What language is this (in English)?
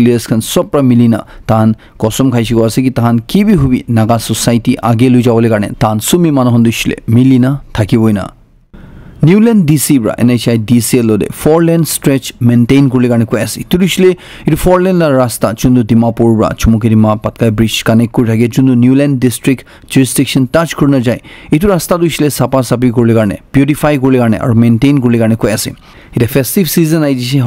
Naga Pidgin